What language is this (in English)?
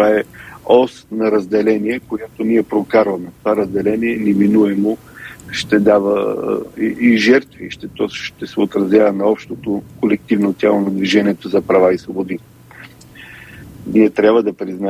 Bulgarian